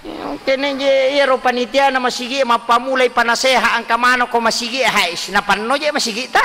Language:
Buginese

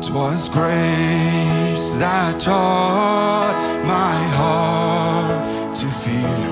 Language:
Plautdietsch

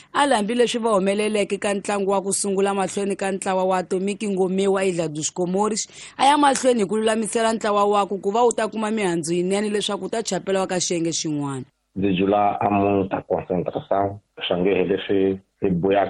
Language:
Tsonga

